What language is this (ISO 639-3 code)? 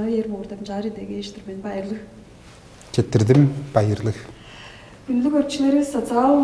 tyv